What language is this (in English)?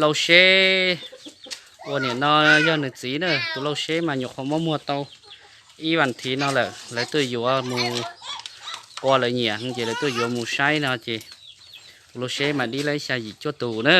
Hmong